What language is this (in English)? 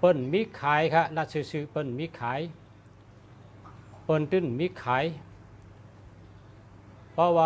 Shan